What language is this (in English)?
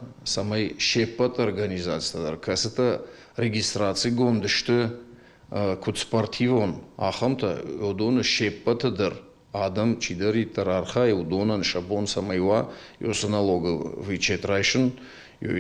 Ossetic